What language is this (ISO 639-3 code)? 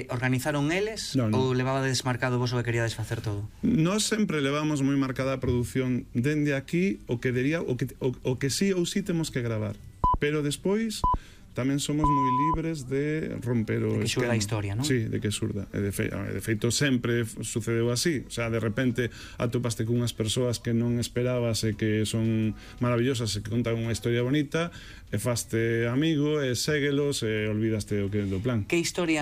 glg